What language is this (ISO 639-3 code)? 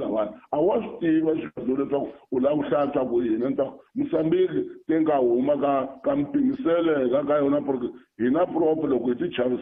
tso